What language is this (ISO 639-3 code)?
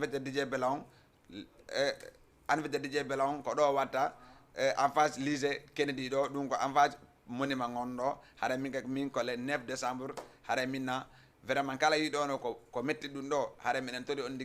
ful